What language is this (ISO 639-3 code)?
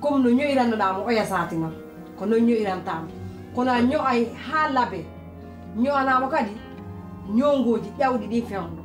fuf